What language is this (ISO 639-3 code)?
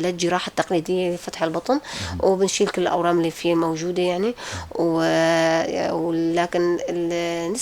apc